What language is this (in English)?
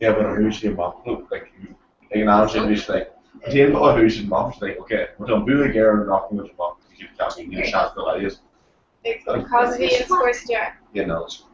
Irish